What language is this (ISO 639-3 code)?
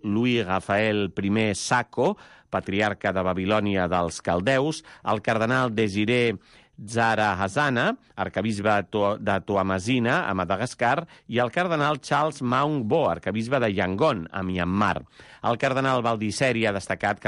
cat